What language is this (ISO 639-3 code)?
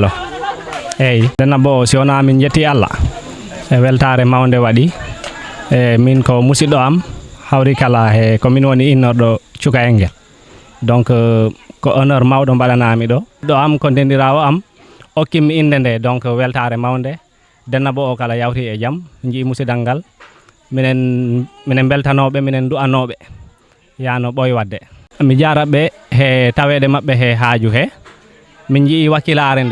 ful